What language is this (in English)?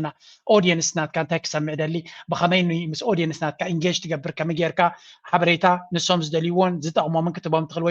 Tigrinya